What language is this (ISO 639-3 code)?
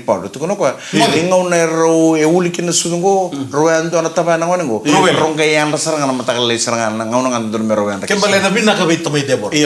fij